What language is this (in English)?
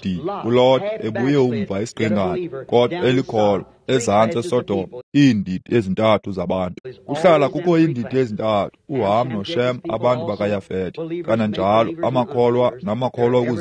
Xhosa